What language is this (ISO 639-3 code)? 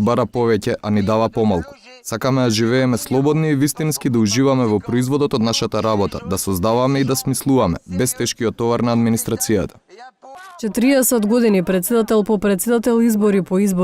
mkd